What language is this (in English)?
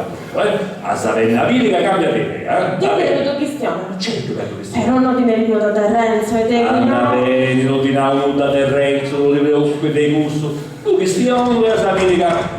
Sardinian